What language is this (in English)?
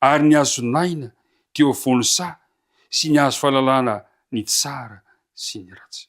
Malagasy